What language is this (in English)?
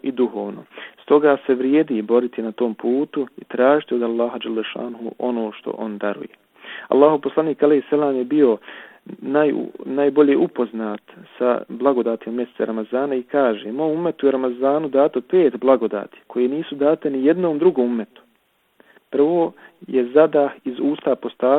Bosnian